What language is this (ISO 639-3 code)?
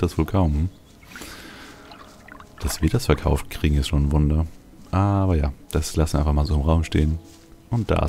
deu